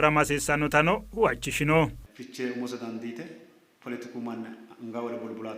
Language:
Sidamo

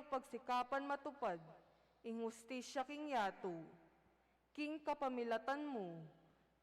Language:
Pampanga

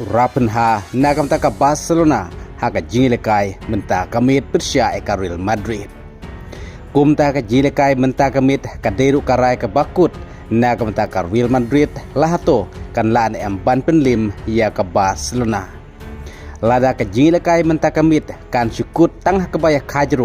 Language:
Khasi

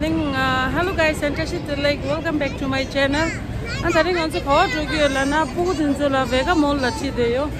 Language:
Tibetan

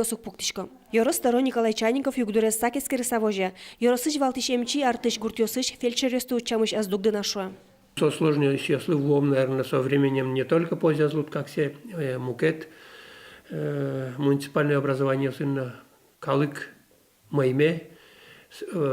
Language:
Udmurt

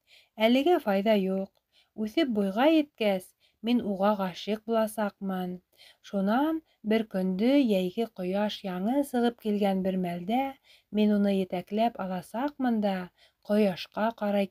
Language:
Bashkir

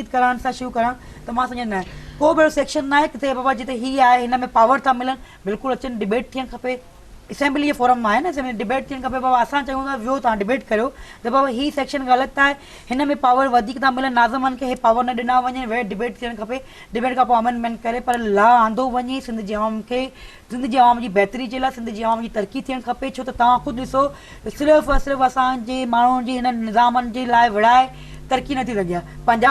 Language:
Sindhi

